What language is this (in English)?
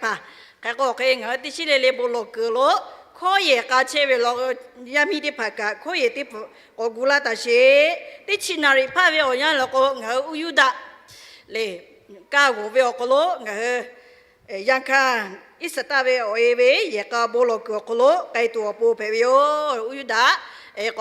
Lahu